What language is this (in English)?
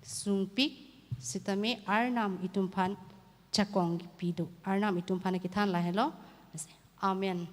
Karbi